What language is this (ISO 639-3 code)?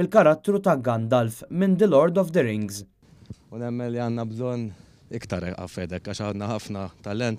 mlt